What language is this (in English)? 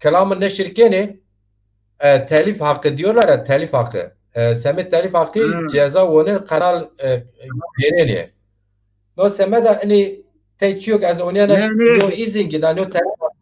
Zaza